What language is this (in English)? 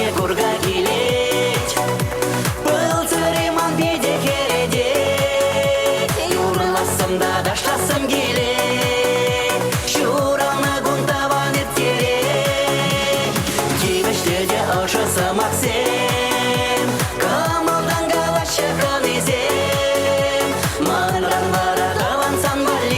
Chuvash